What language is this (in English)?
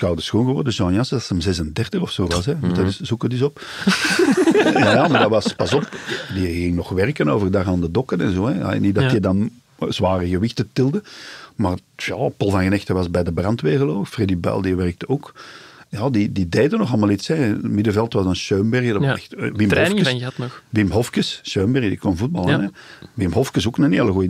Dutch